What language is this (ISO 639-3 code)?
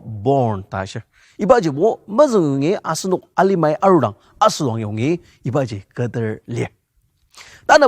njo